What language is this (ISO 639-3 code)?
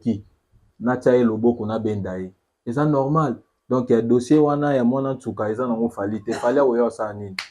lin